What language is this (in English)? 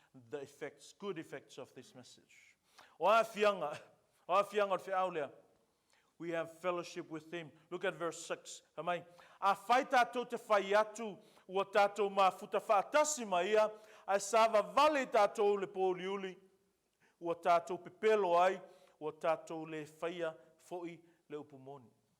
Samoan